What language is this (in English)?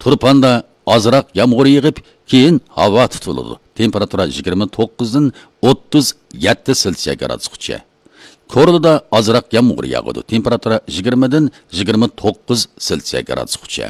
Uyghur